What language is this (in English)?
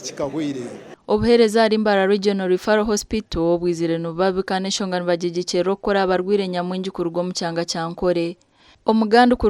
Nyankole